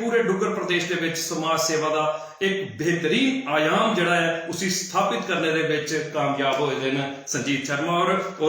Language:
Dogri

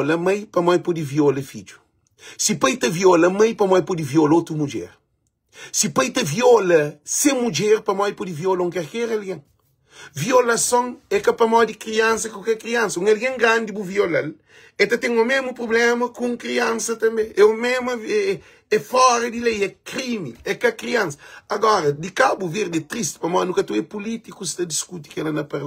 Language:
Kabuverdianu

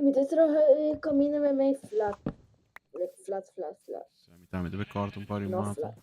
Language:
Papiamento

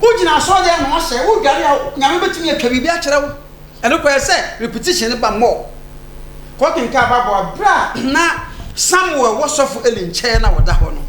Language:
Akan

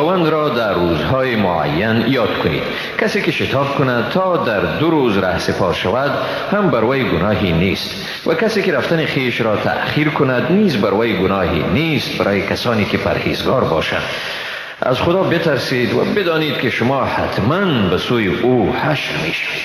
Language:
Persian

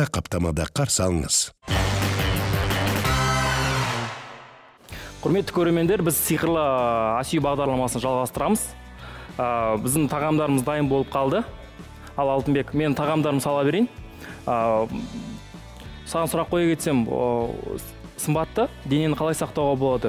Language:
Kazakh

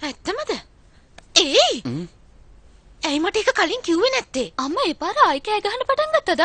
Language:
Sinhala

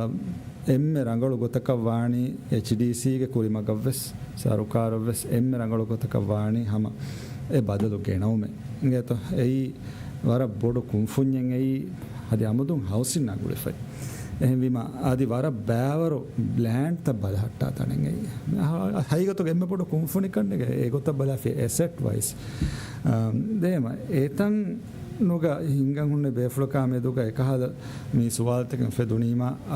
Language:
Divehi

